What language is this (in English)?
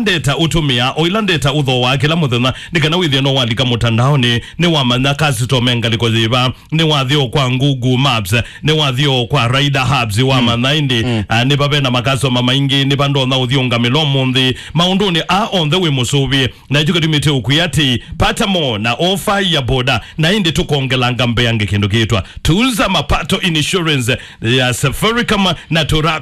Kamba